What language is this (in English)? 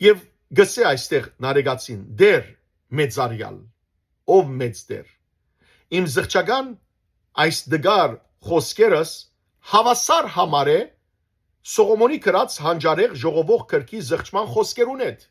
Western Armenian